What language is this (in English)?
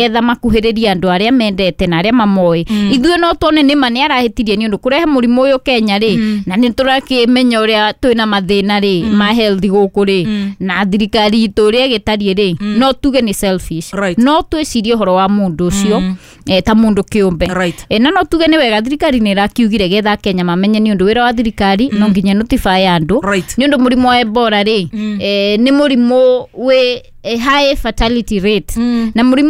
Kikuyu